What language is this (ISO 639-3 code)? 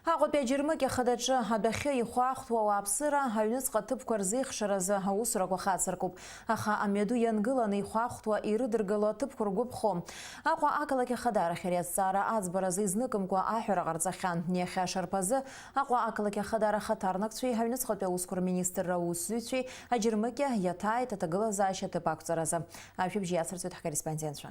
abk